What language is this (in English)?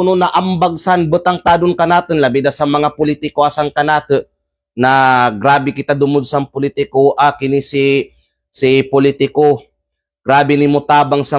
Kalagan